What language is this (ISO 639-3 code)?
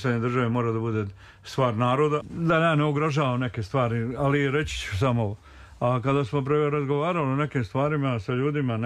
srp